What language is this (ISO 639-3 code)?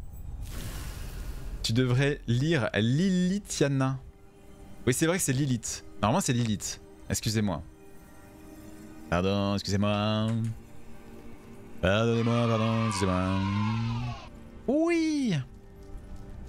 fra